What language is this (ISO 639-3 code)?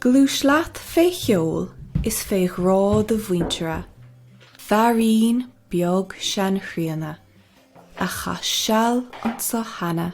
gle